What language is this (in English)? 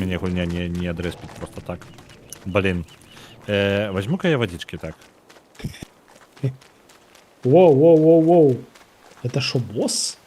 Belarusian